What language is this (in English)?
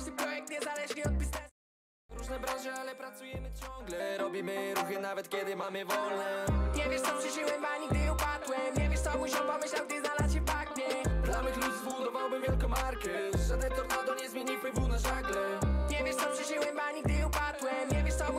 Polish